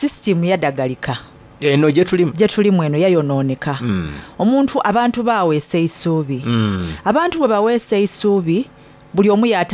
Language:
Soga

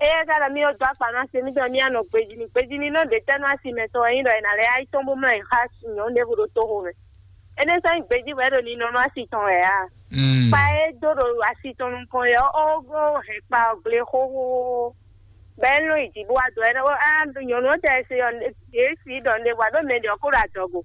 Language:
Fon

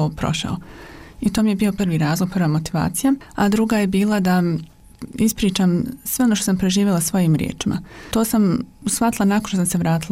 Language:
Bosnian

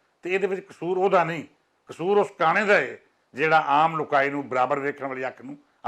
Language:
Western Panjabi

